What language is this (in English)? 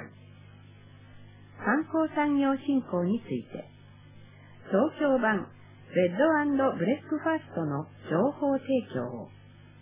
Japanese